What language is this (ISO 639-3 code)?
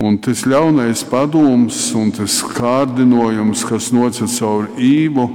ltg